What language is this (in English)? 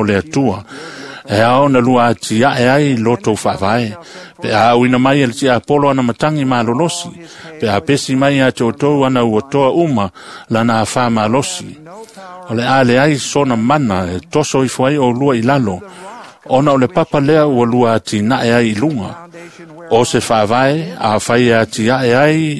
Samoan